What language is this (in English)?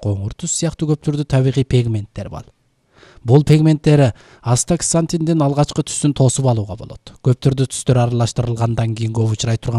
Kyrgyz